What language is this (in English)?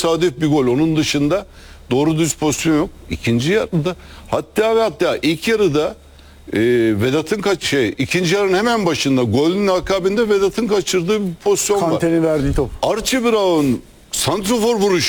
Turkish